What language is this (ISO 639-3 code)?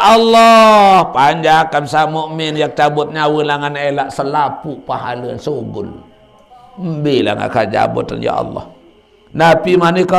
sas